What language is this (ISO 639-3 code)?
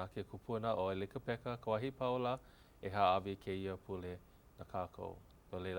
haw